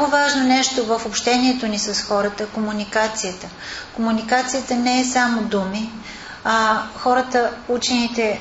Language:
Bulgarian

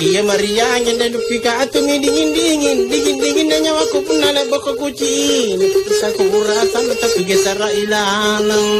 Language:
Makasar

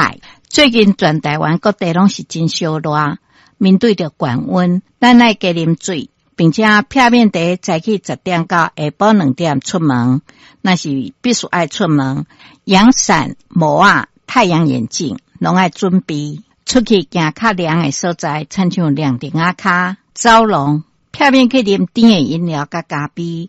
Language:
Min Nan Chinese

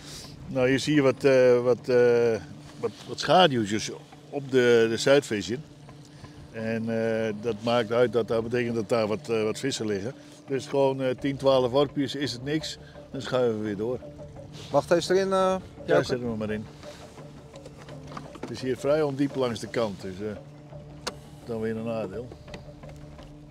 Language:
Dutch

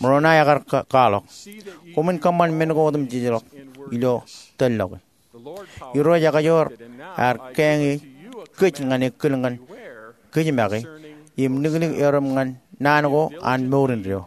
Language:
Marshallese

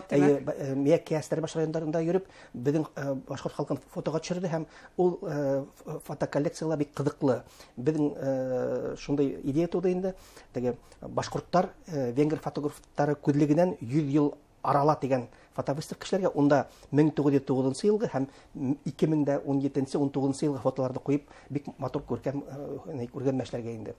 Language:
Bashkir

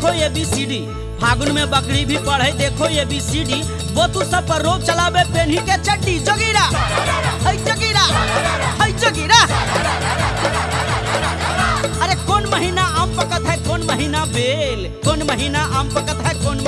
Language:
Bhojpuri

